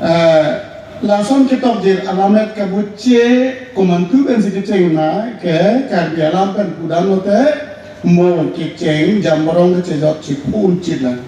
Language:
Karbi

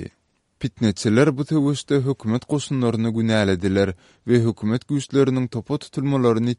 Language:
Kyrgyz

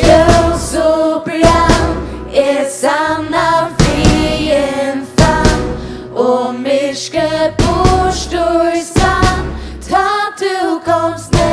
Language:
Faroese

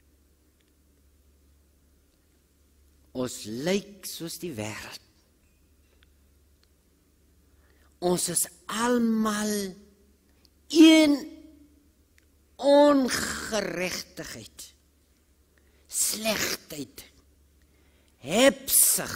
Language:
Afrikaans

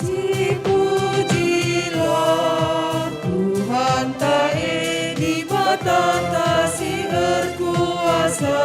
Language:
Batak Karo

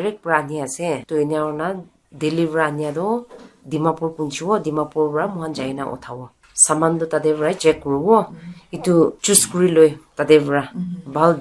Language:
Naga Pidgin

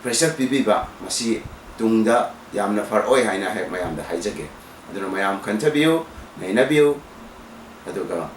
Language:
Manipuri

